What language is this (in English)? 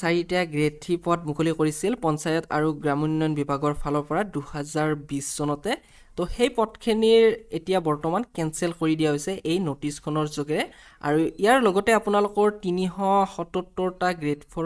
Assamese